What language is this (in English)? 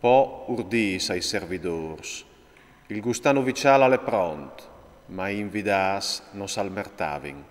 Friulian